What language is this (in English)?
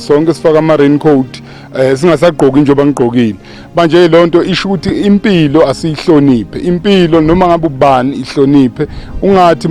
Zulu